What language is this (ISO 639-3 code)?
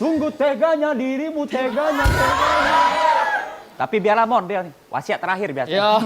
mui